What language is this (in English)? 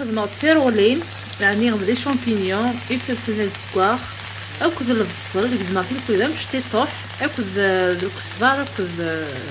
Kabyle